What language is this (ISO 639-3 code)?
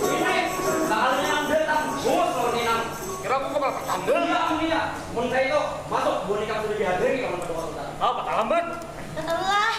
bjn